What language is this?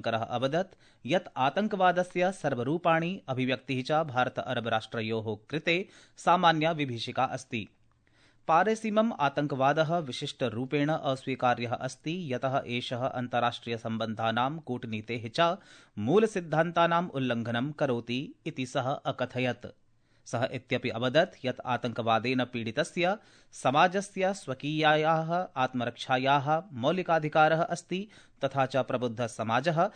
Sanskrit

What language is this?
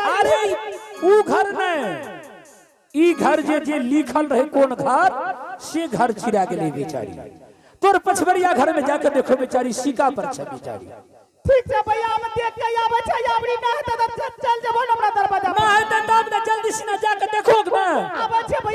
Angika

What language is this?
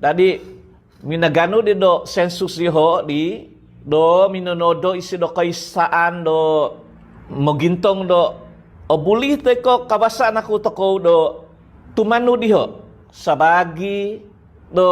Central Dusun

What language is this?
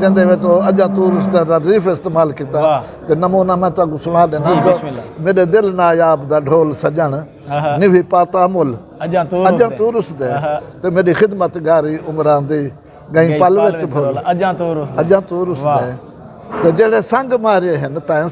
Saraiki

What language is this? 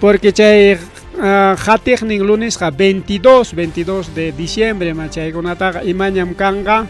Ayacucho Quechua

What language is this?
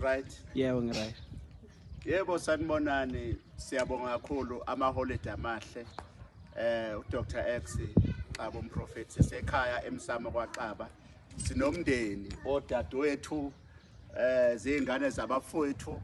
Zulu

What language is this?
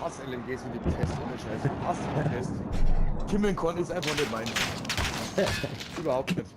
Bavarian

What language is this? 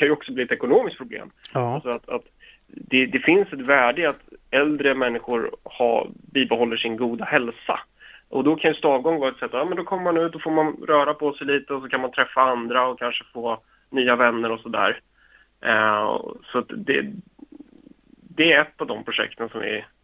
Swedish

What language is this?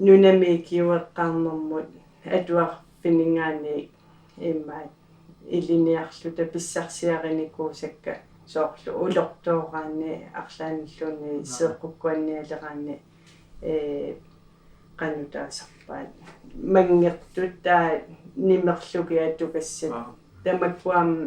Kalaallisut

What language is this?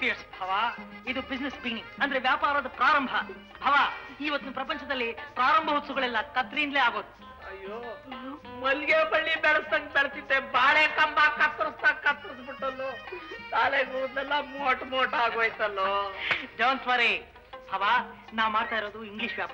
Kannada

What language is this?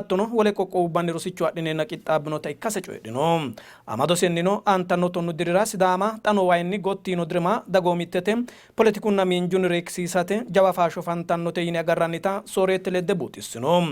Sidamo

